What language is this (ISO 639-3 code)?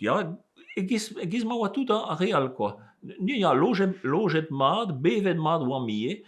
bre